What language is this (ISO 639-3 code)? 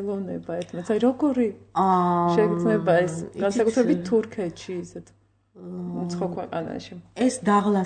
kat